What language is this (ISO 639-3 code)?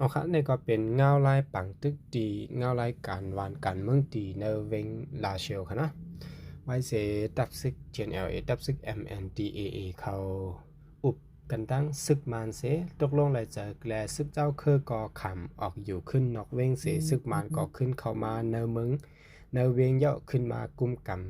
shn